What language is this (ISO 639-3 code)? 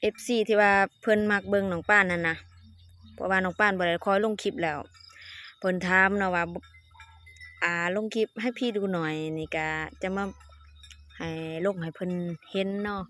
lao